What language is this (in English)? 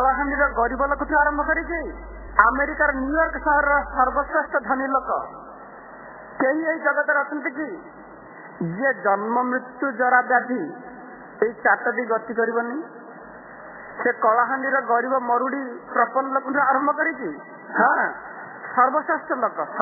Odia